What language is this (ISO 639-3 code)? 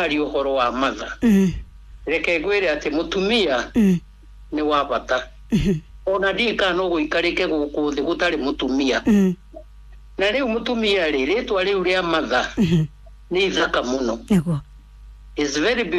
kik